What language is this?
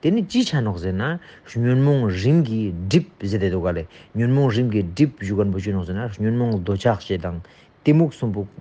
Ladakhi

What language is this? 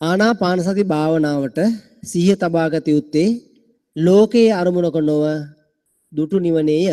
Sinhala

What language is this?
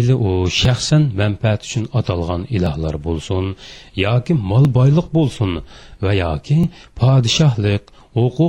Uyghur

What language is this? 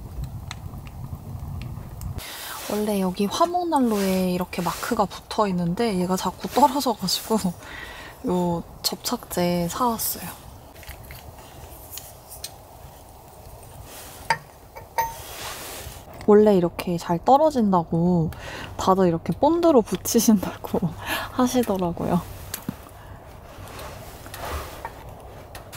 Korean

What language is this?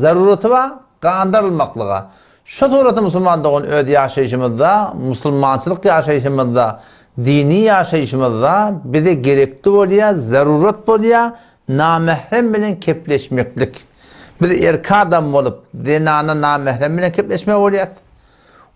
Turkmen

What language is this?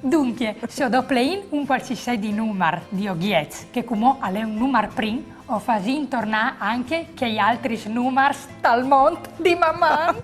Friulian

